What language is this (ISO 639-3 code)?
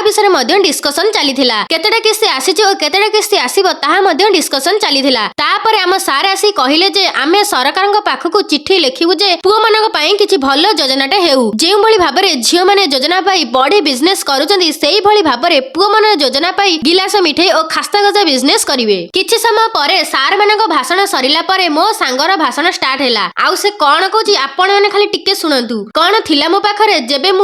ori